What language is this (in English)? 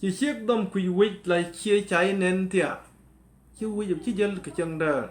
Nuer